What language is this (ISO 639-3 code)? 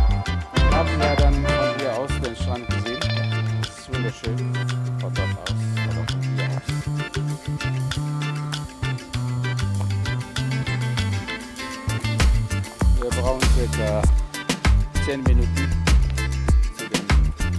deu